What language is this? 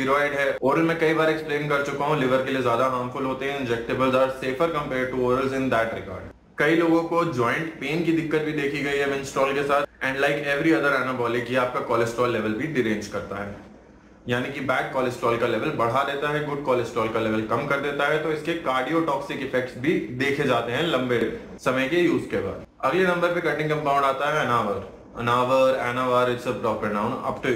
Hindi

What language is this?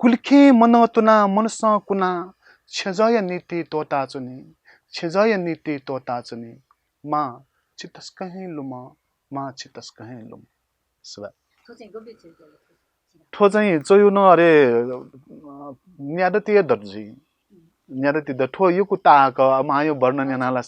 Newari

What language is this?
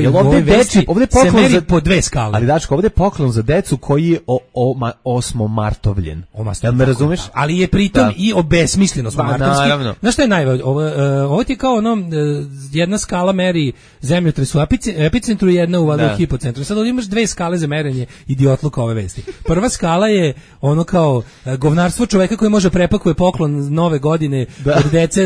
Serbian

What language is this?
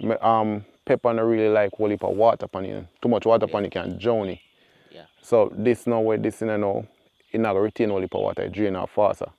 Jamaican Creole English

